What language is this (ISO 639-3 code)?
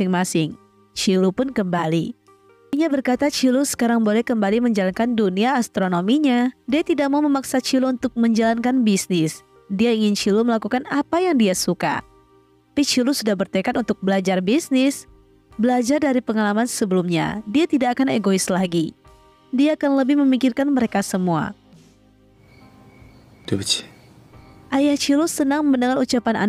ind